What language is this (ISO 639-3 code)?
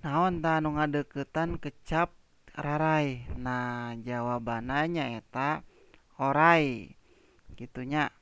sun